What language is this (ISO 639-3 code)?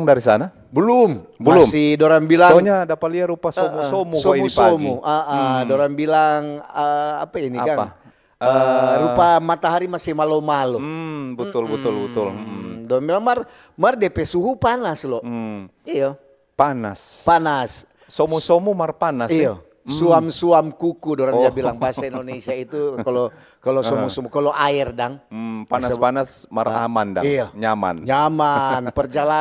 xmm